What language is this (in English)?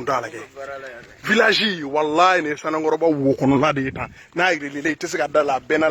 Bambara